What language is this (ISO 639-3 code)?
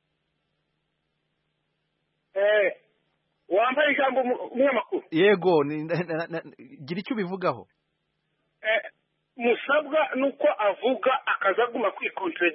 kin